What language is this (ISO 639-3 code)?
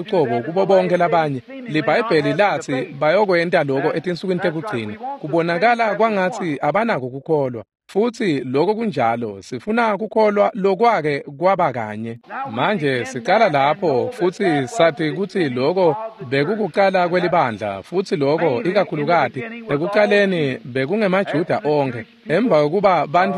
ssw